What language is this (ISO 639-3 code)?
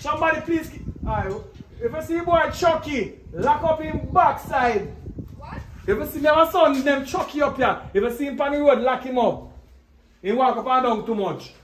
jam